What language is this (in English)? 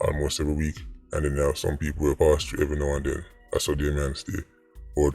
Jamaican Creole English